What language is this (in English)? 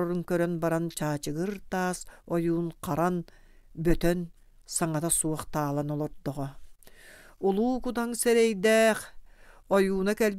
Yakut